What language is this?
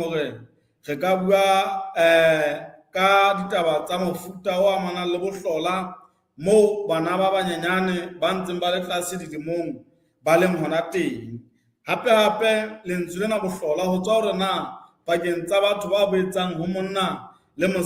Southern Sotho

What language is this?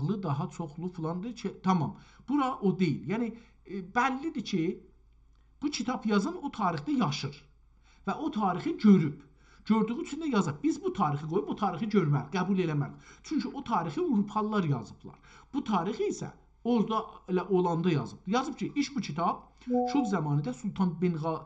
South Azerbaijani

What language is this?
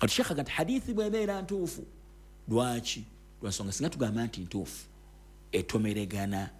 Ganda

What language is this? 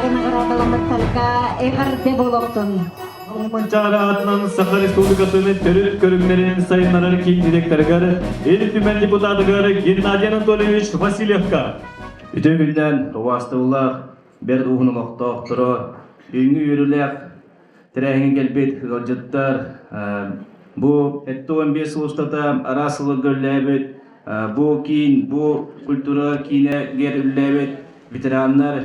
Yakut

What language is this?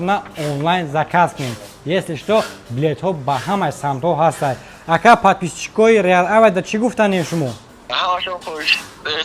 Tajik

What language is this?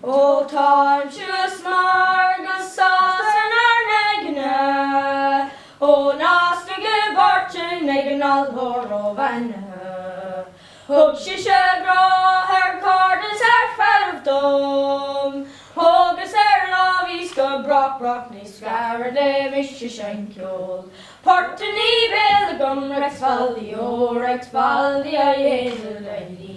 Irish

